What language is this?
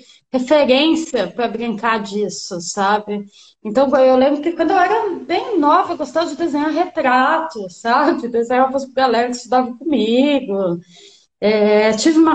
Portuguese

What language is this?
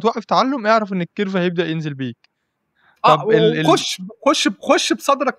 Egyptian Arabic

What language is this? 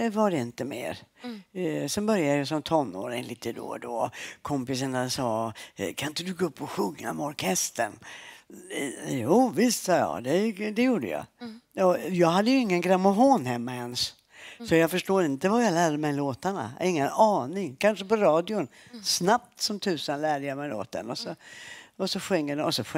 Swedish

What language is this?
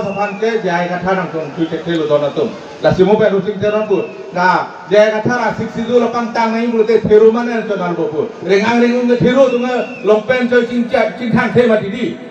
Karbi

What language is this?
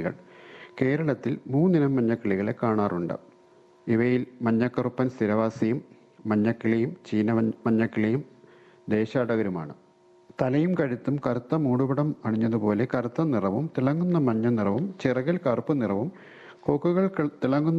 Malayalam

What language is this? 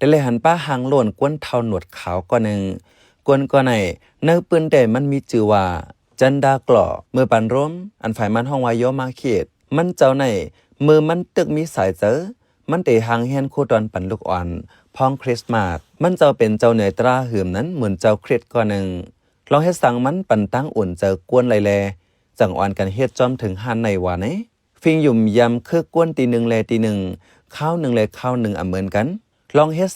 Shan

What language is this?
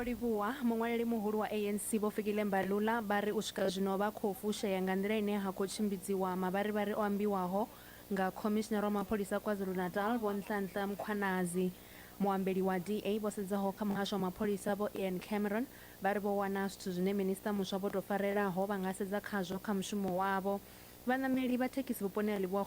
Venda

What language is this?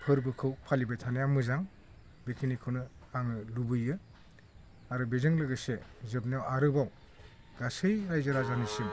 Bodo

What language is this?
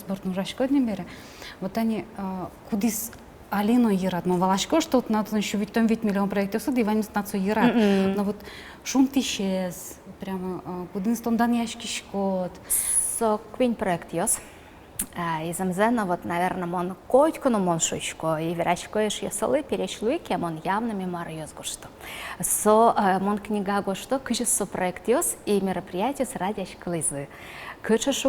Udmurt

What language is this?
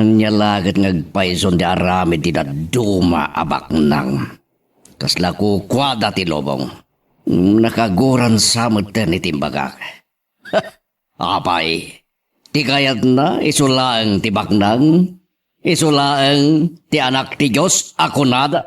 Iloko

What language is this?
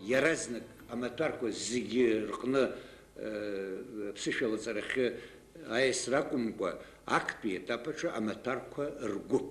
Abkhazian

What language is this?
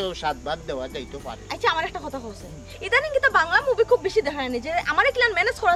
Sylheti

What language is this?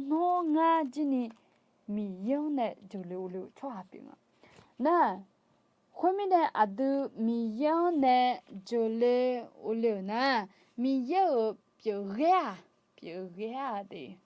Akha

